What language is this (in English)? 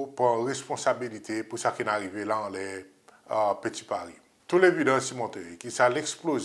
Seselwa Creole French